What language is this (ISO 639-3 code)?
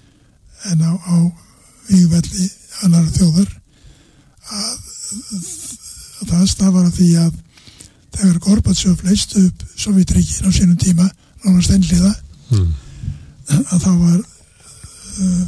isl